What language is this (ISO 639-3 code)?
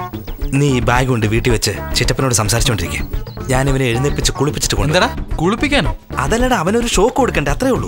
mal